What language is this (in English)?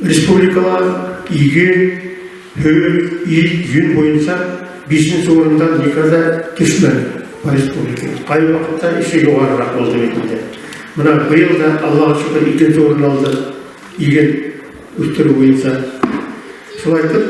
Bashkir